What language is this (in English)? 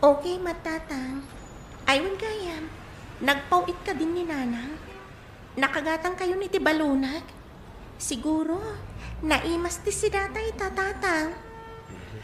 Iloko